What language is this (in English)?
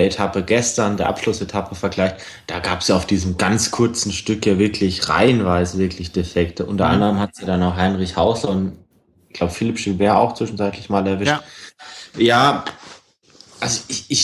German